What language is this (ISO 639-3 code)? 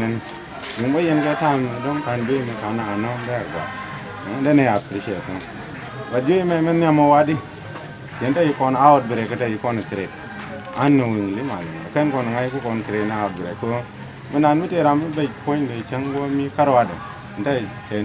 nus